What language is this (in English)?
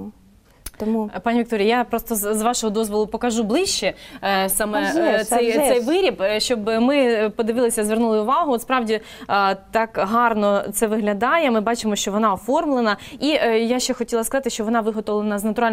Ukrainian